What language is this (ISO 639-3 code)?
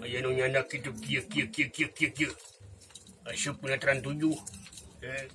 sun